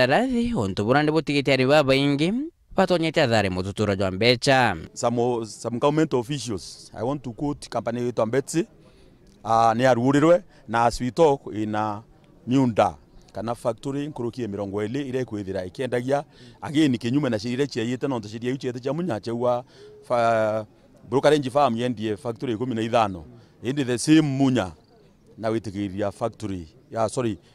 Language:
Meru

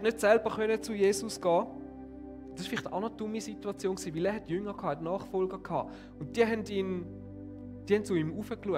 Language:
Swiss German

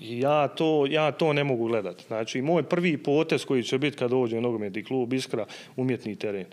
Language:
Bosnian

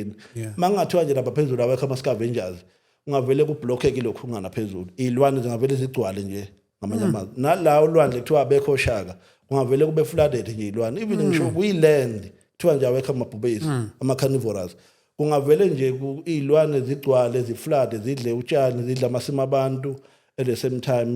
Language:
Zulu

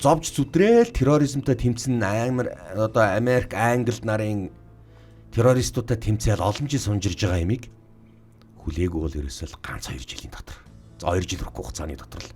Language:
Mongolian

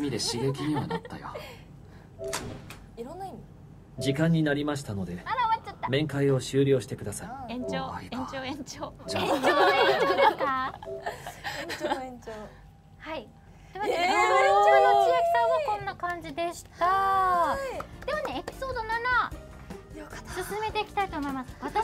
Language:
Japanese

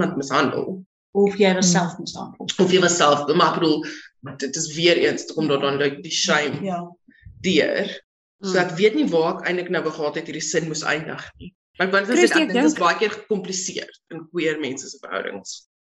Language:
Afrikaans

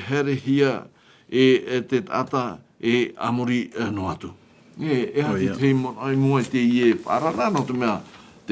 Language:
Tahitian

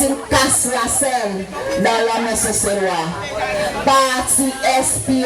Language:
Seselwa Creole French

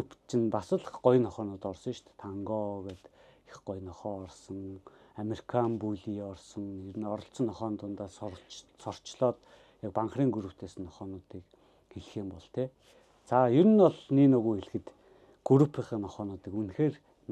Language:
Mongolian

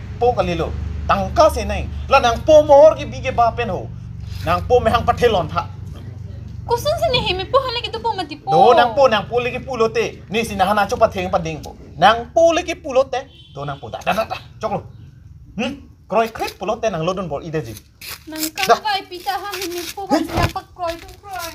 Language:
Karbi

